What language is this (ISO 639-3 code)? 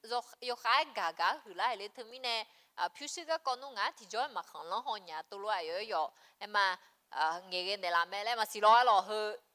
ahk